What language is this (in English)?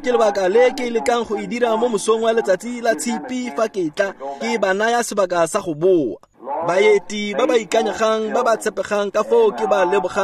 Tswana